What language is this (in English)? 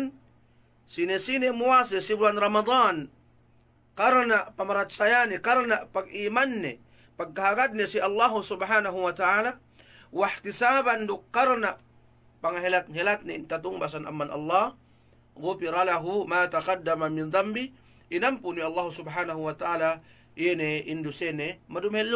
Yakan